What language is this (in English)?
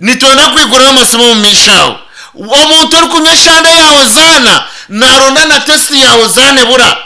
Nyankole